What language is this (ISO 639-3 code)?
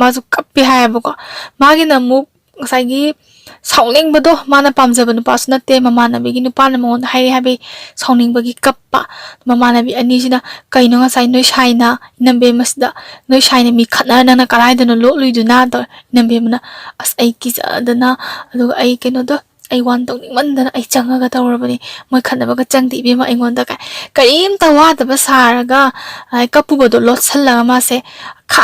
mni